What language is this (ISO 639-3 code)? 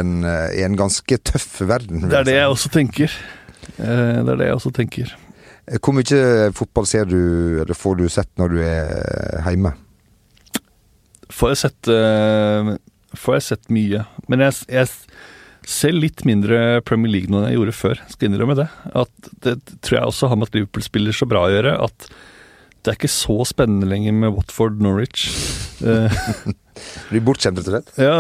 nor